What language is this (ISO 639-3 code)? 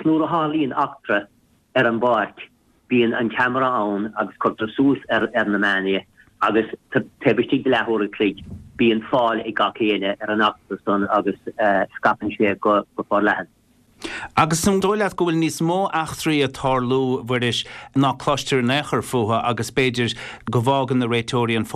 gle